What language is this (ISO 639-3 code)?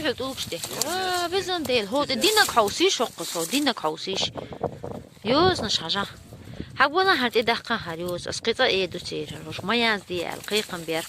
che